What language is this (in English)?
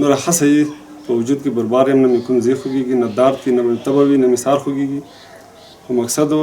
Pashto